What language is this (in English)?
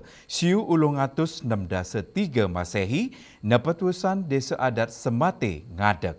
Balinese